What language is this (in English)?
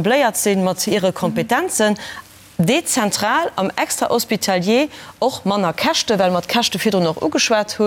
Luxembourgish